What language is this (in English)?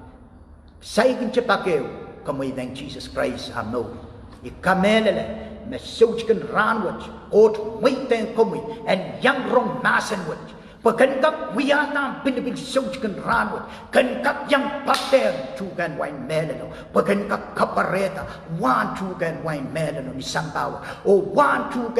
Pohnpeian